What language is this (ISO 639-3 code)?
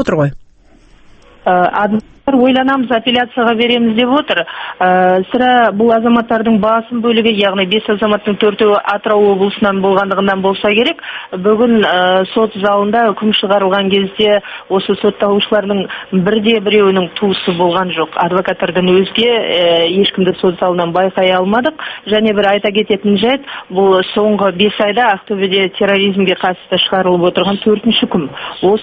kaz